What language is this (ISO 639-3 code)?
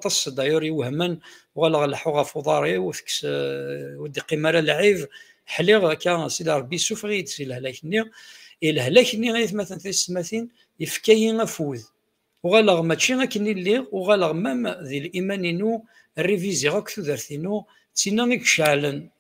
kab